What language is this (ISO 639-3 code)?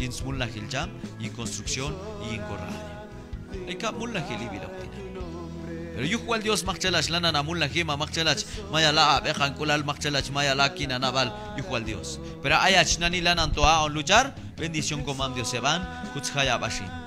kjb